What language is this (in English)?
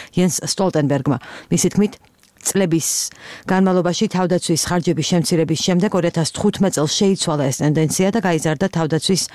Georgian